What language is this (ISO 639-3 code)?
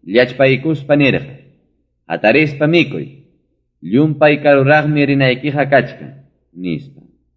quy